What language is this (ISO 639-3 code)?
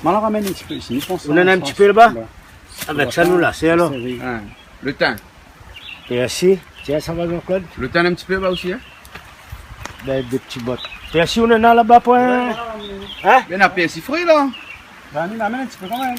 rcf